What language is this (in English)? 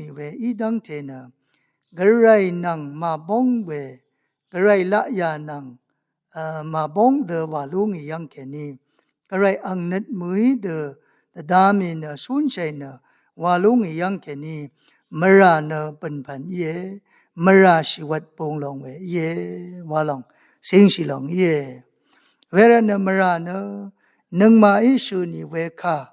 Rawang